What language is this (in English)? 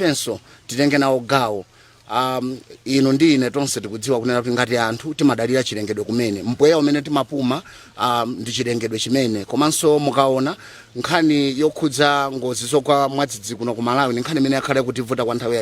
Nyanja